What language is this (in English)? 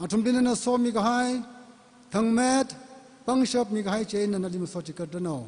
Tangkhul Naga (India)